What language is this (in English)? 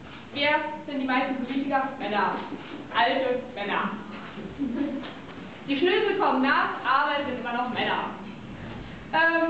German